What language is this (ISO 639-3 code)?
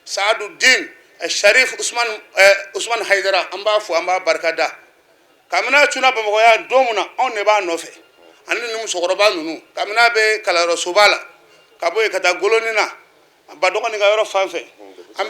bam